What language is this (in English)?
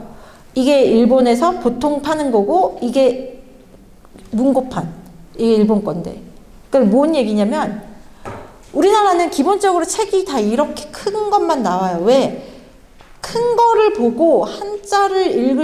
Korean